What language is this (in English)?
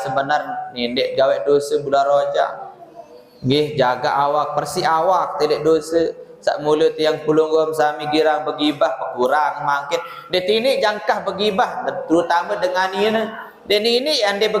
Sasak